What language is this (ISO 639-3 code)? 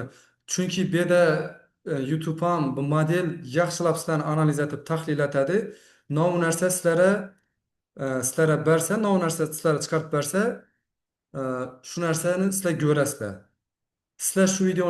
uzb